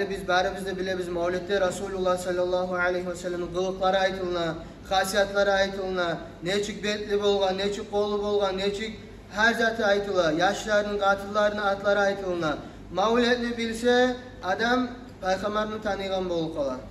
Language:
Kumyk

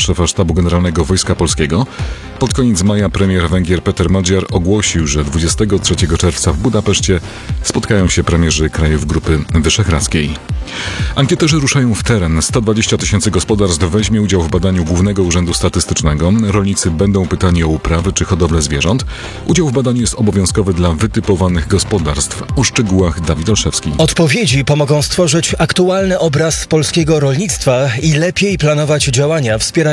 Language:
Polish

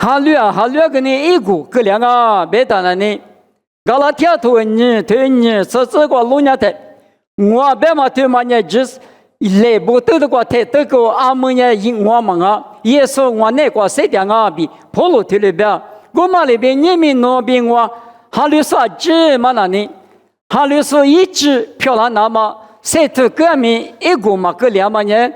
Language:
Lisu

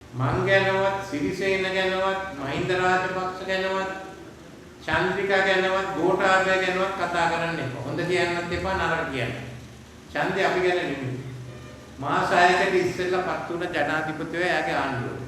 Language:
Sinhala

